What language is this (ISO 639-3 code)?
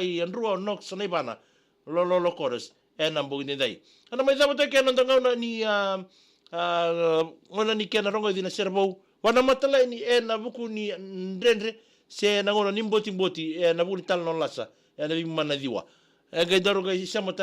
fij